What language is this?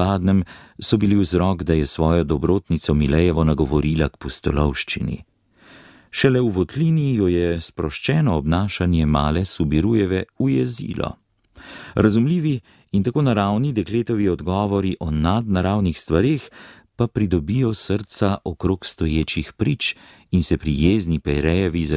Slovenian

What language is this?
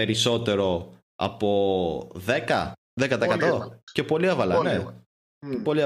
Greek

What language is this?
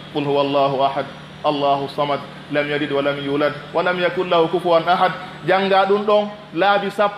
Pular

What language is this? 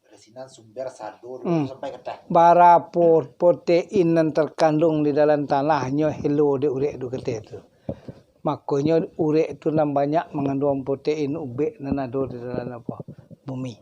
Minangkabau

